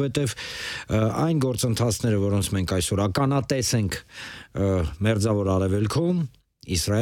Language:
Armenian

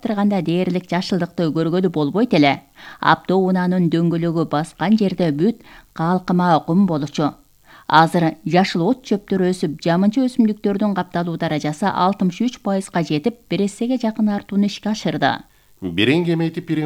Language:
Kyrgyz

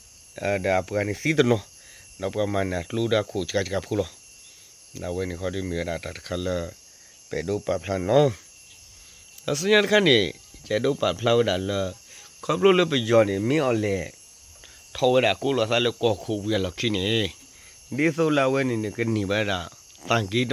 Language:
S'gaw Karen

